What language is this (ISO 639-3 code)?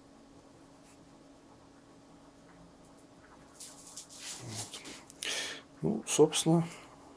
rus